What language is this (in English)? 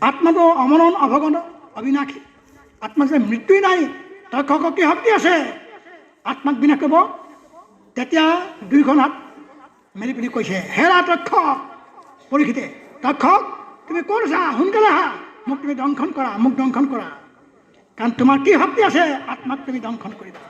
Assamese